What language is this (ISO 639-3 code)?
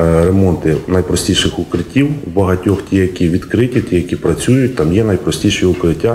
ukr